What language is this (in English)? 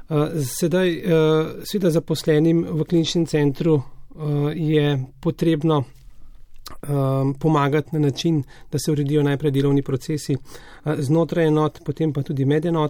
Slovenian